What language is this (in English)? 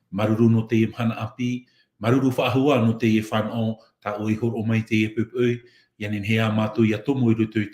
Tahitian